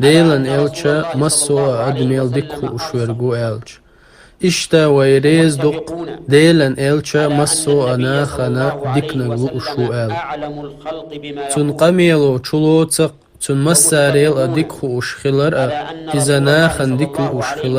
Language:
Chechen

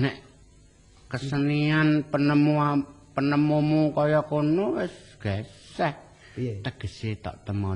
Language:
Javanese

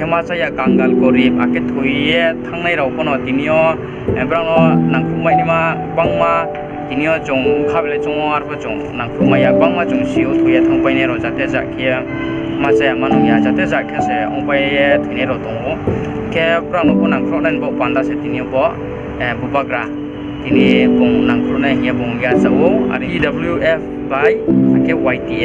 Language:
Riang (India)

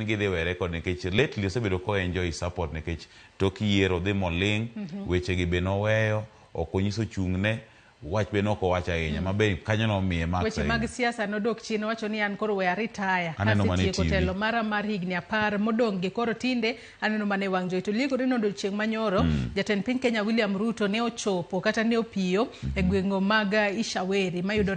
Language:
Luo (Kenya and Tanzania)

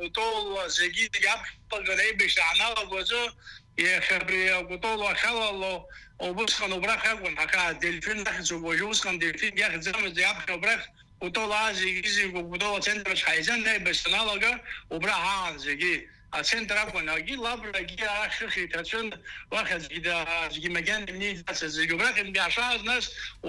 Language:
Abkhazian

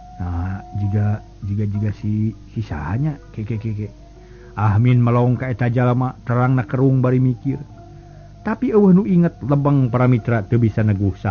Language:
Sundanese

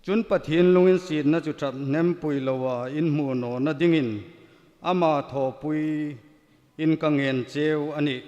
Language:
Hmar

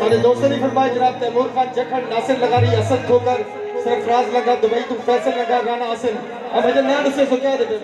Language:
Saraiki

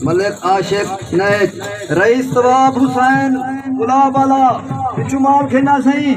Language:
Saraiki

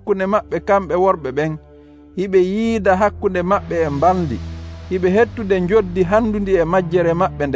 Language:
Nigerian Fulfulde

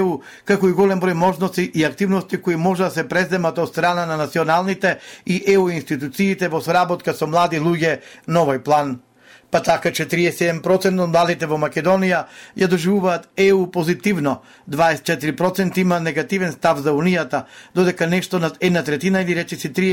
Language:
Macedonian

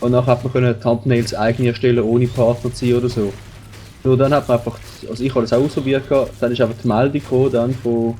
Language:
Swiss German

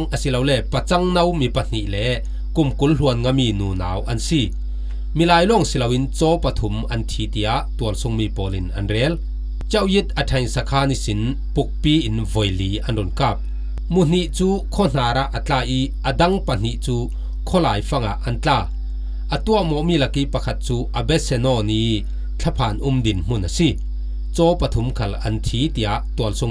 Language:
Falam Chin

